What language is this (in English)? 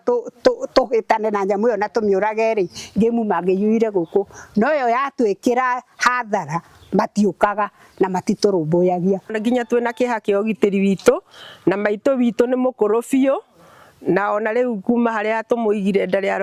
Kikuyu